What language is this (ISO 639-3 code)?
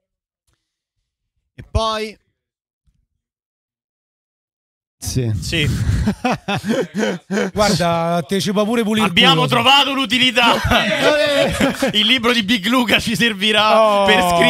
ita